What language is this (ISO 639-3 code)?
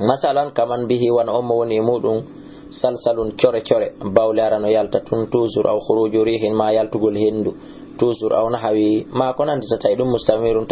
ful